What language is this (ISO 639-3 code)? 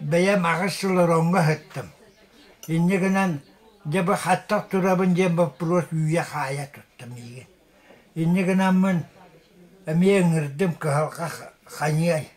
sah